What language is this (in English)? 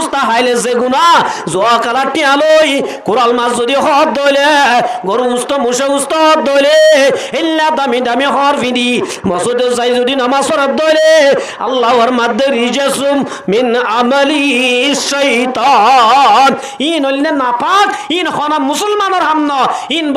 Rohingya